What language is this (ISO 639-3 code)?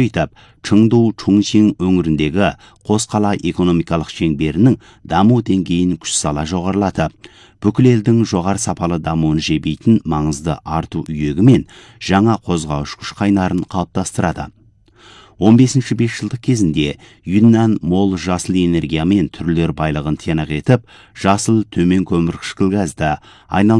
kaz